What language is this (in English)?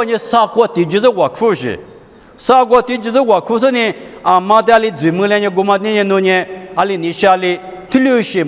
Lisu